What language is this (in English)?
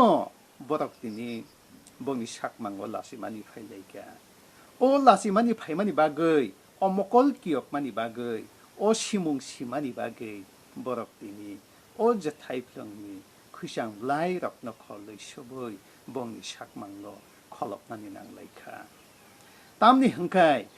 Kok Borok